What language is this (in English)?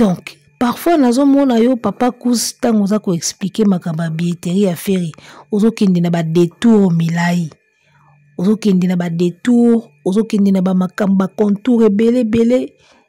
Lingala